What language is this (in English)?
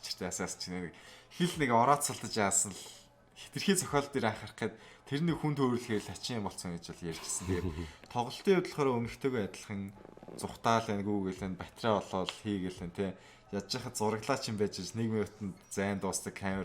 Mongolian